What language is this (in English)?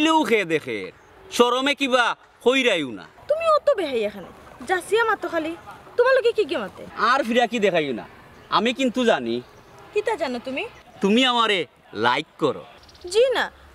Sylheti